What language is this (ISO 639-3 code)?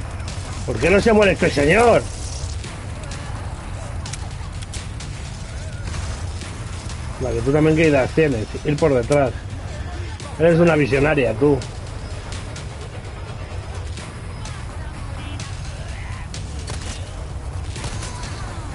spa